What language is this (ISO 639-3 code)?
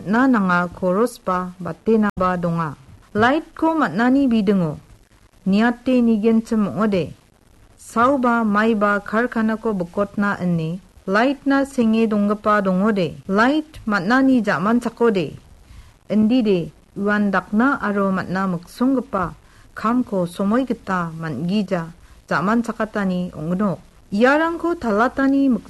grt